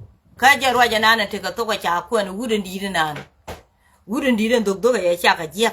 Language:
Nuer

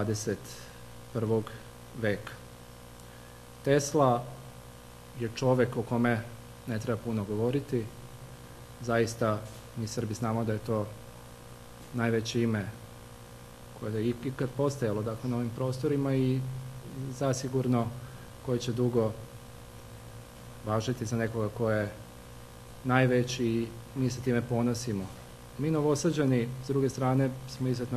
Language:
Serbian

